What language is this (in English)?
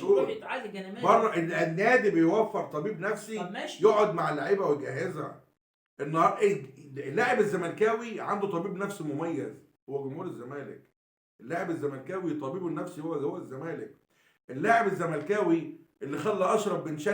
Egyptian Arabic